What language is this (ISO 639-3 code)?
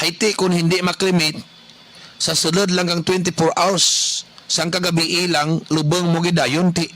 krj